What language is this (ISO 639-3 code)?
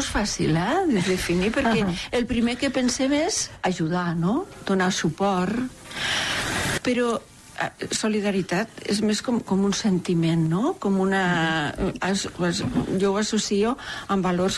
cat